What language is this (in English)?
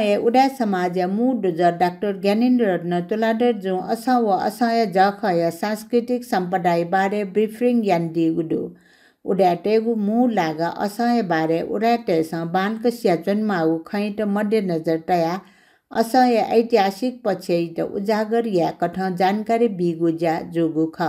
Newari